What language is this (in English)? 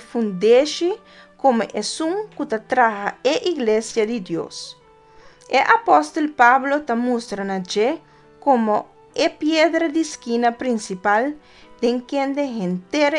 Papiamento